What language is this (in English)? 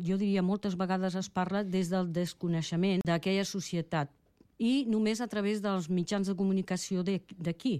Catalan